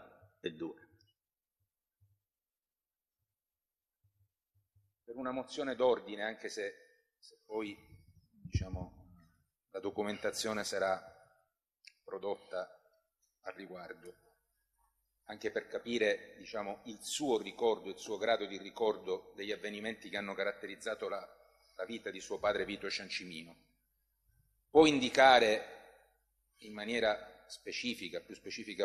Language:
Italian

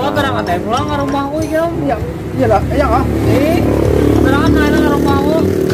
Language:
Banjar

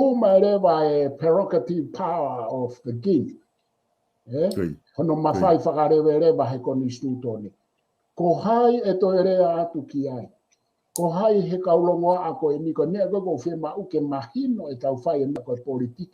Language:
Tongan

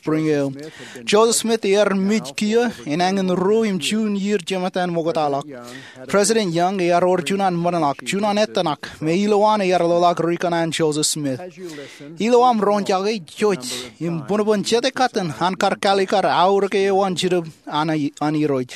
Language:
Marshallese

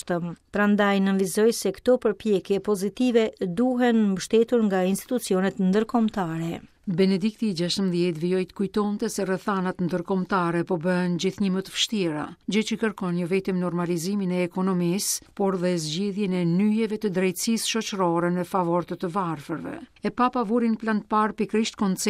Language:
Albanian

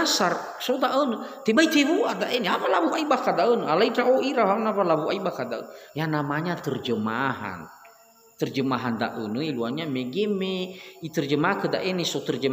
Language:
Nias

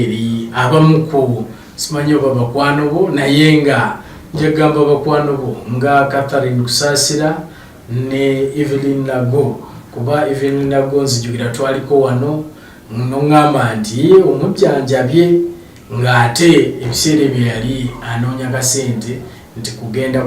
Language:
Ganda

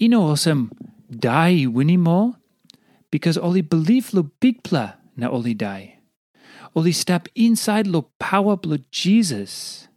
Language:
Tok Pisin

